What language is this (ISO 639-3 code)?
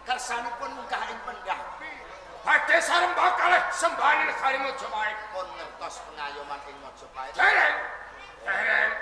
jav